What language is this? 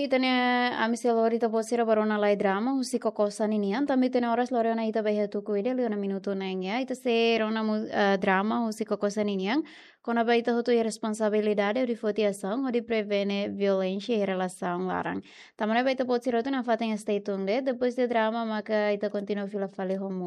Tetum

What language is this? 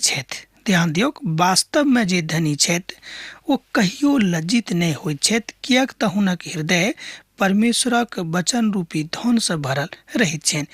Maithili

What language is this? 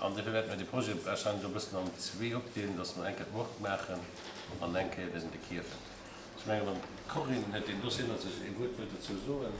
Luxembourgish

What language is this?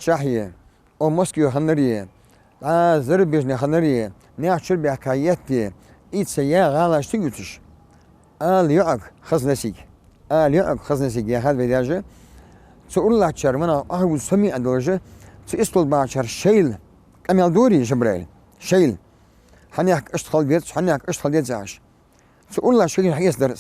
Ingush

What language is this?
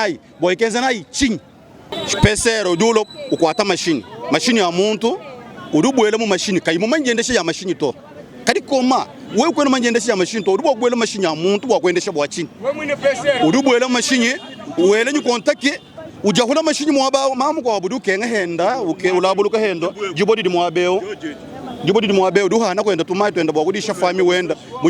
Luba-Lulua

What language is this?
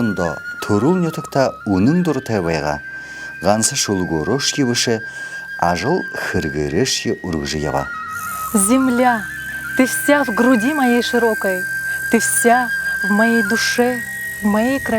Buriat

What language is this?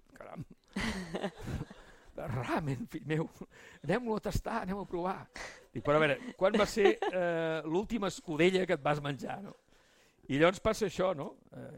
Catalan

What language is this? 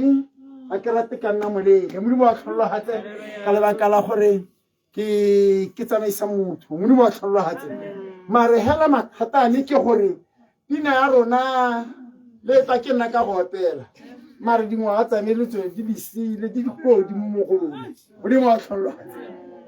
Tswana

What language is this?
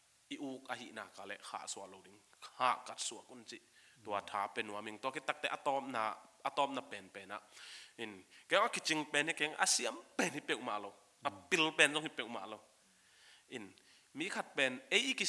Tedim Chin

